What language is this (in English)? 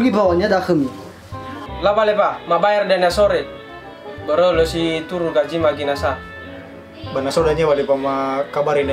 Nias